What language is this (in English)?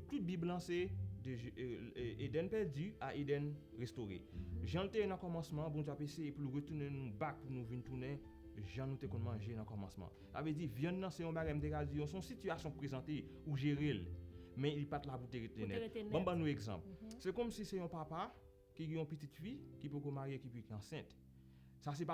Haitian Creole